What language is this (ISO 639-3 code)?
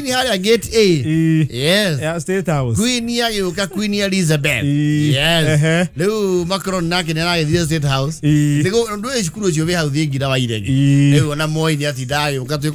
kik